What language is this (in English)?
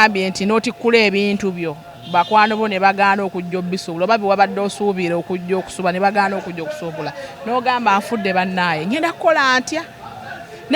Ganda